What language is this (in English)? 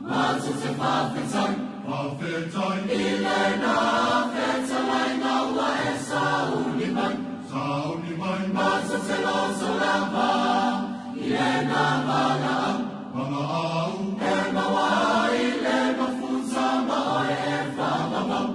Samoan